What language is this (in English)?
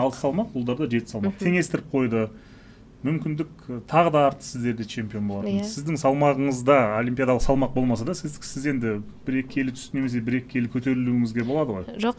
Kazakh